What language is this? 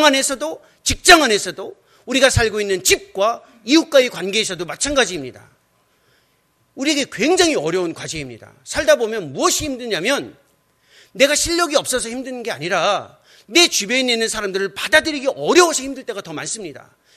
Korean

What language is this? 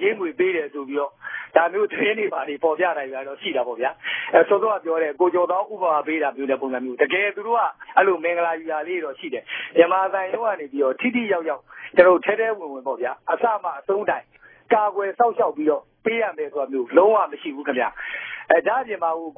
Burmese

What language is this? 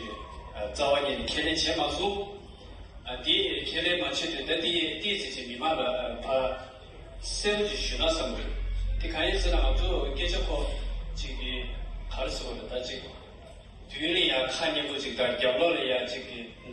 Tibetan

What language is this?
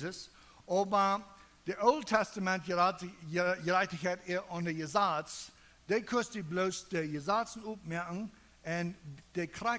Plautdietsch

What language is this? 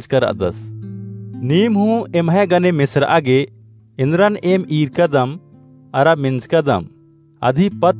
Kurukh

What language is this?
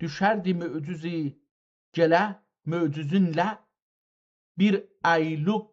South Azerbaijani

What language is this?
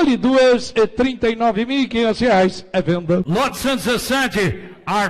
Portuguese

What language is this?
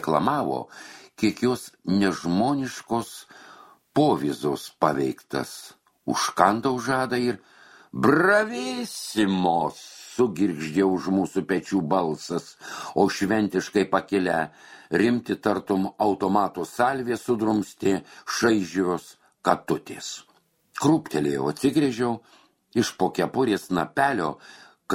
Lithuanian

